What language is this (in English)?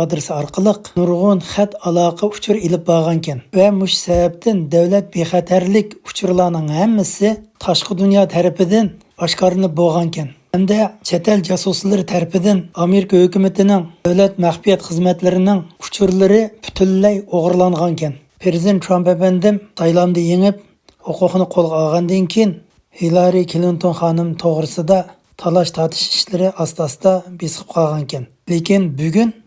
Uyghur